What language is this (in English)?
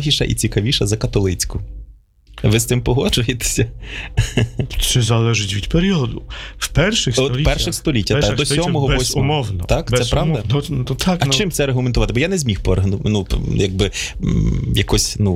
Ukrainian